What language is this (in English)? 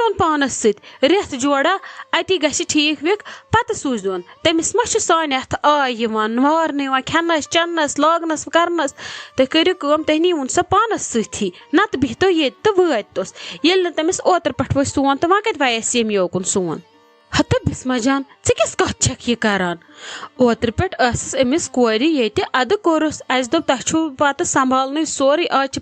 Kashmiri